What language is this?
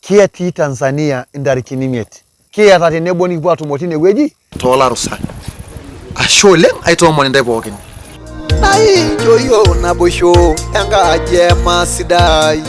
Masai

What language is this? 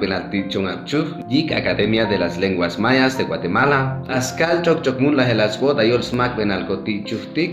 Chuj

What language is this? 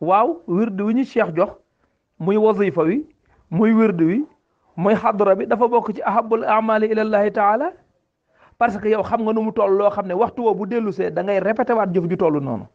Wolof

